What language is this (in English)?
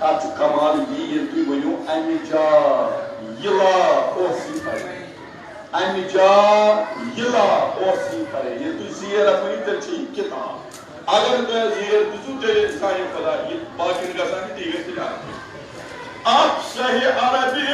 Kashmiri